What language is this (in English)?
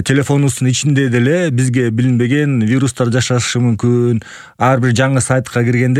Kyrgyz